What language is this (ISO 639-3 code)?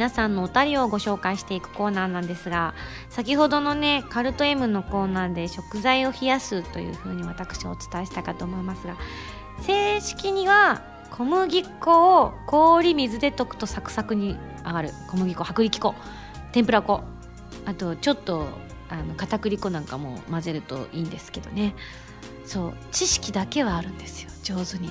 jpn